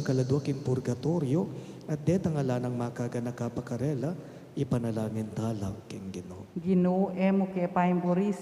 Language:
Pampanga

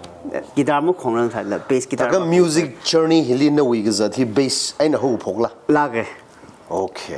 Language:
Tangkhul Naga (India)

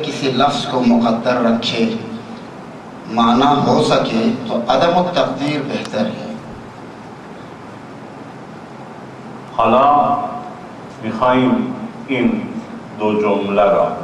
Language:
Urdu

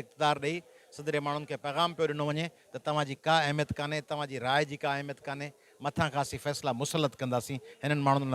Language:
Sindhi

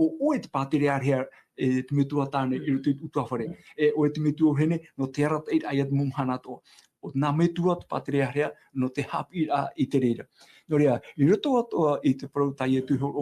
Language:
Tahitian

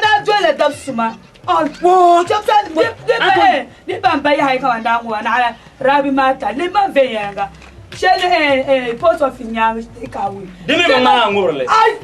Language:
Dagbani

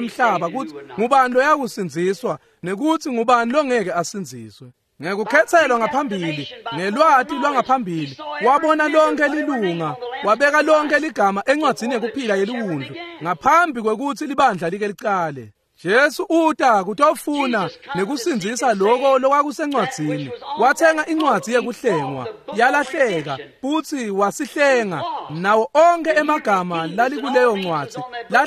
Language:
Swati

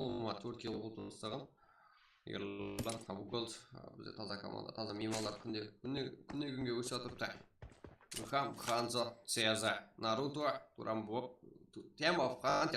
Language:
Kara-Kalpak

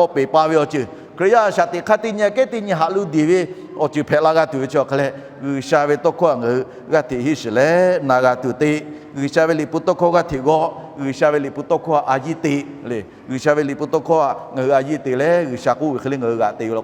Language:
Lahu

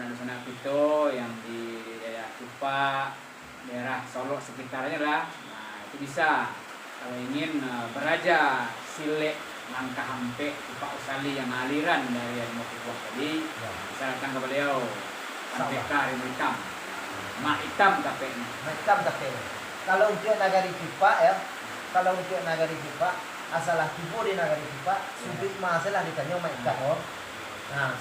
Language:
Minangkabau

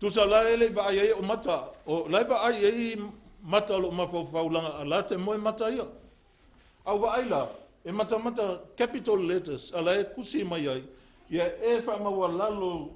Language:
Samoan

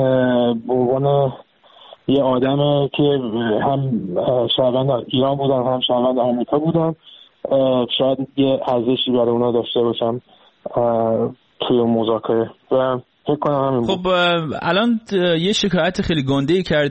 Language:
Persian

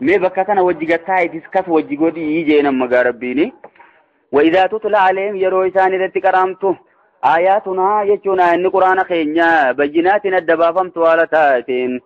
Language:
Oromo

